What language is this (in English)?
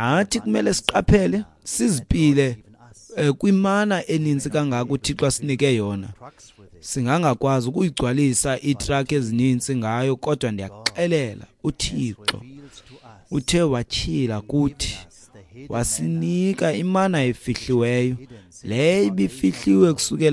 Xhosa